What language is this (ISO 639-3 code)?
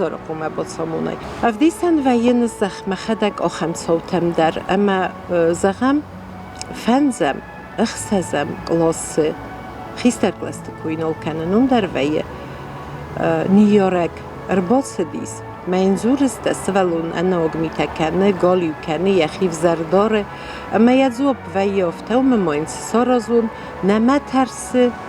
oss